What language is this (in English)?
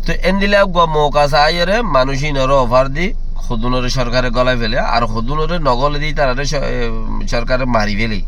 Rohingya